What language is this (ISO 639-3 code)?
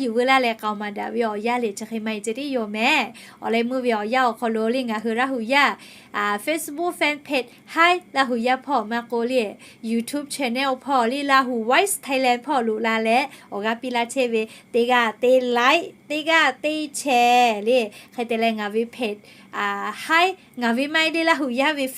lhu